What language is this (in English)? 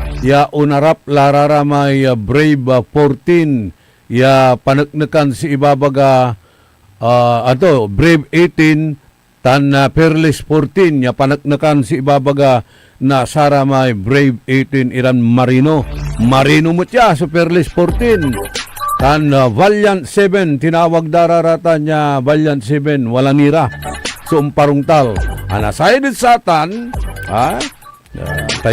Pangasinan